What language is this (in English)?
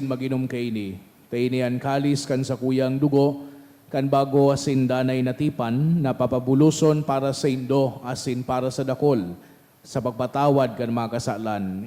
Bikol